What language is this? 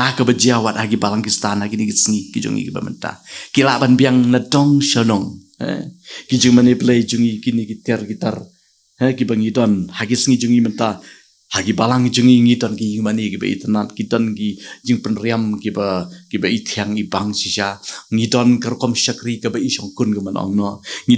Khasi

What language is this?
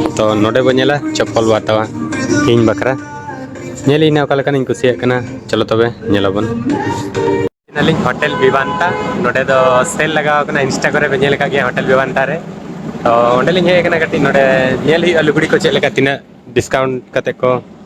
Santali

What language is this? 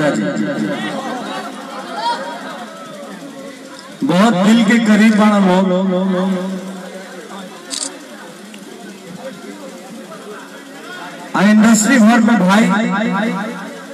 Bhojpuri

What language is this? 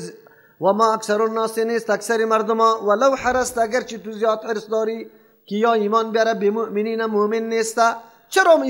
Persian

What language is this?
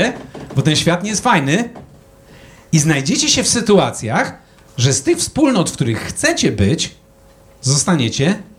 Polish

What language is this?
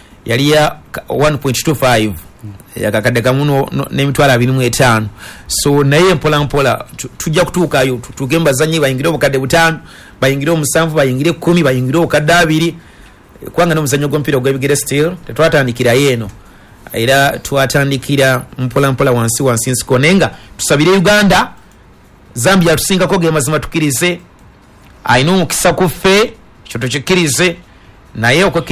Ganda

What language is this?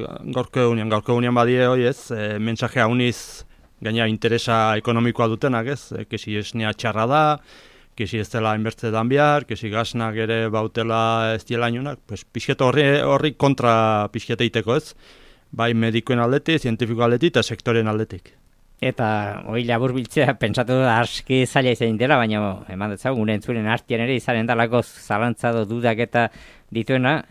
Basque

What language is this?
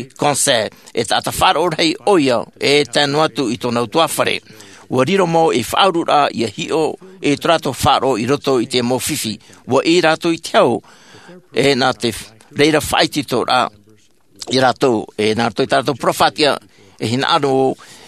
Tahitian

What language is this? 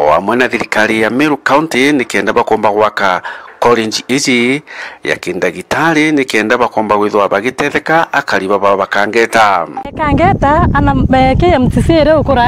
Meru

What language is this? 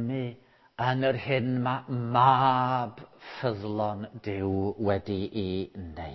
Welsh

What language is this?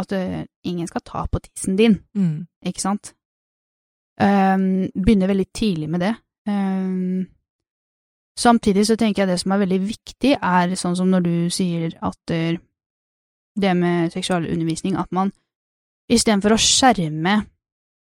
Norwegian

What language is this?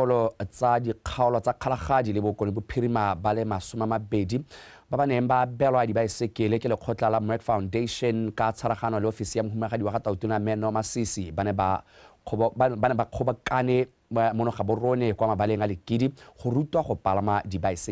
Tswana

